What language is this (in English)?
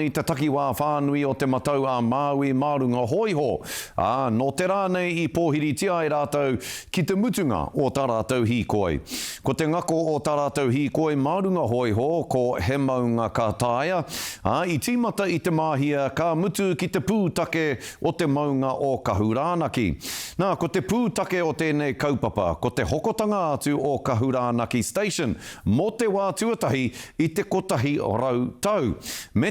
Māori